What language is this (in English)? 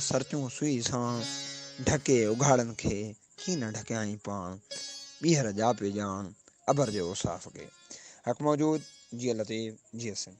Sindhi